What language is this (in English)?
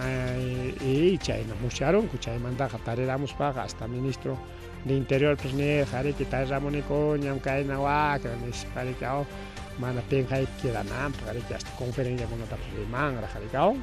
Ayacucho Quechua